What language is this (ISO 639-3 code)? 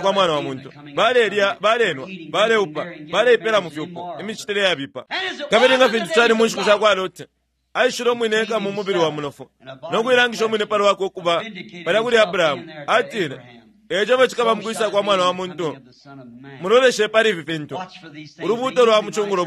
bem